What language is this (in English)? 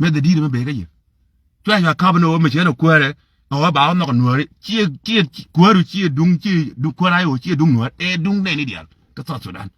Nuer